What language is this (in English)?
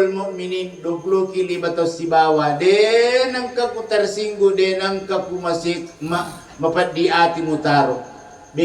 Buginese